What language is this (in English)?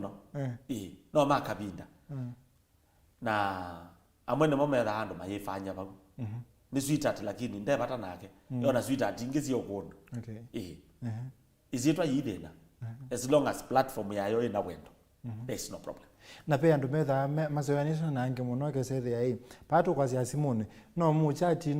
Kamba